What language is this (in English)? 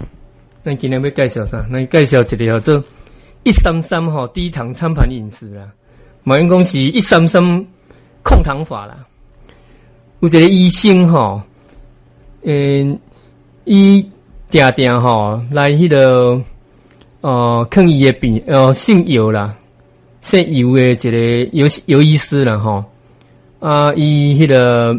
Min Nan Chinese